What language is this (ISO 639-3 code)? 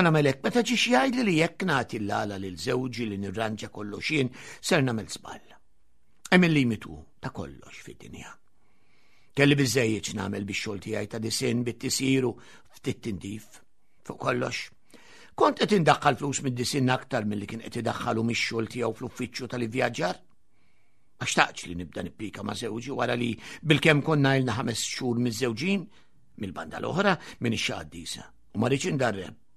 mlt